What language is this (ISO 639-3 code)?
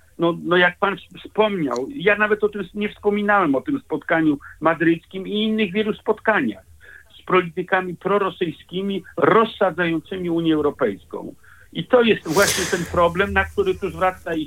pol